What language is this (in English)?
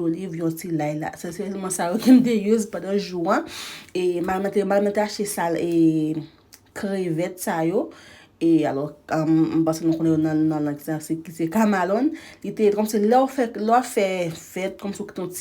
Haitian Creole